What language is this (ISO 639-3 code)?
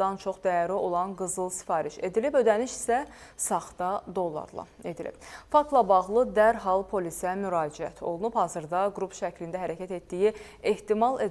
aze